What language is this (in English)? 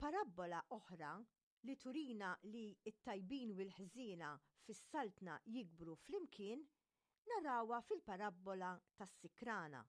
Maltese